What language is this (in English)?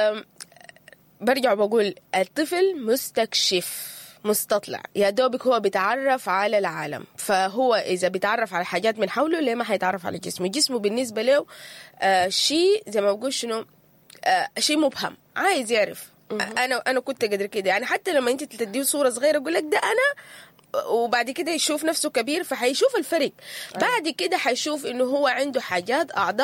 Sudanese Arabic